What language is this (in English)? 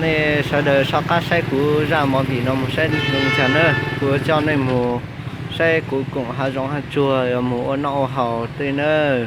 Hmong